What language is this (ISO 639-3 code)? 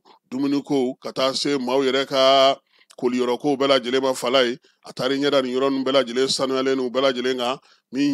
bam